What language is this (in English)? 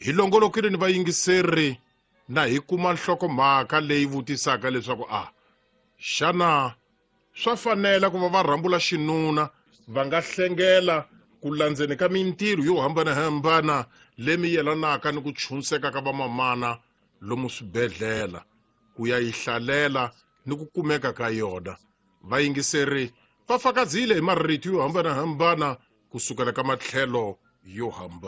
Tsonga